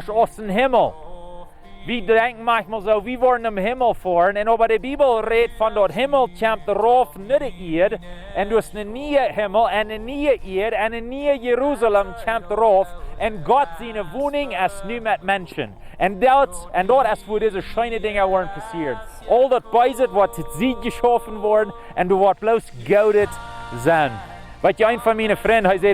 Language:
Plautdietsch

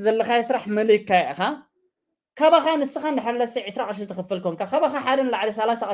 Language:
Tigrinya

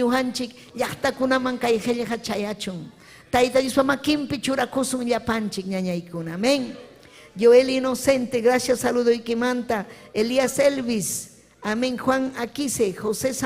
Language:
Ayacucho Quechua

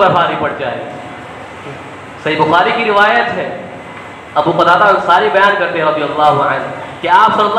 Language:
Urdu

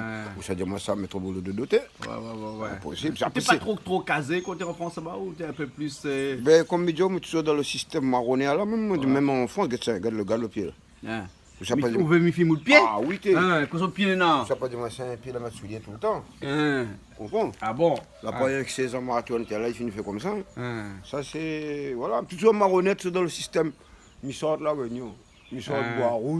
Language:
Réunion Creole French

